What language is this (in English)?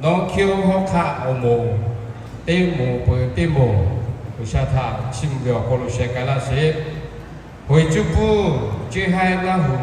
Lahu